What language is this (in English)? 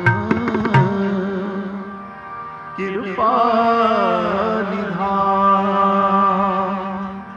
Punjabi